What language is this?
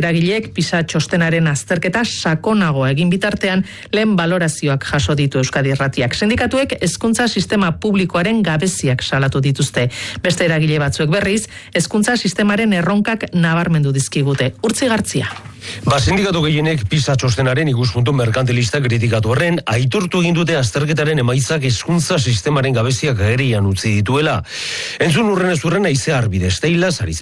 Basque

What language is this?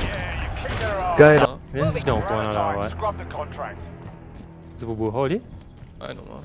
Morisyen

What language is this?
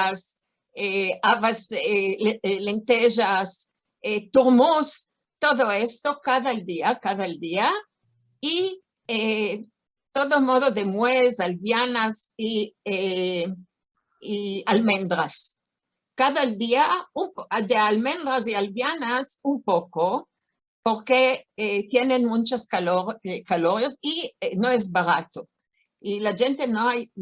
Ladino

